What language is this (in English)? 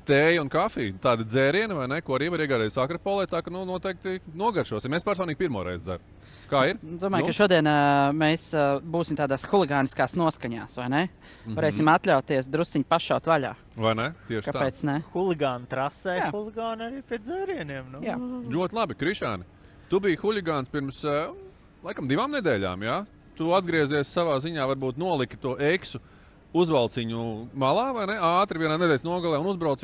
Latvian